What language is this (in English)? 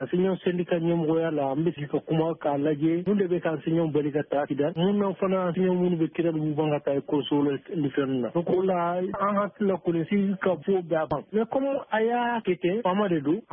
Bambara